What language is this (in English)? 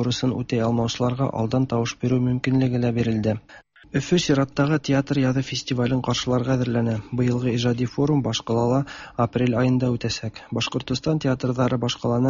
Tatar